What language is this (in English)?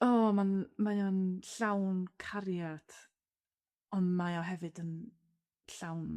Welsh